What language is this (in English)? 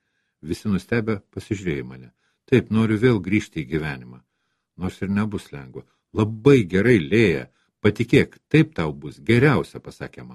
Lithuanian